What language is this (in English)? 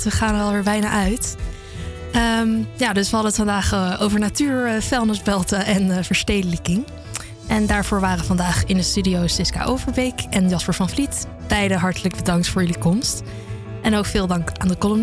Dutch